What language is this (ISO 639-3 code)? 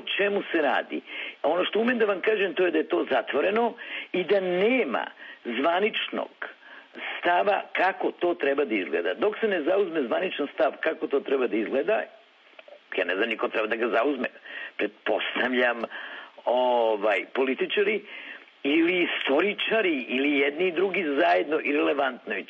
srp